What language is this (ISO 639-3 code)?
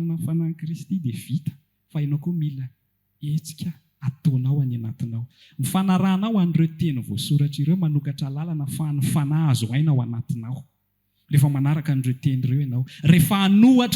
mlg